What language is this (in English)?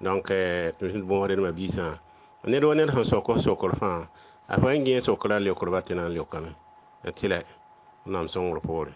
Mossi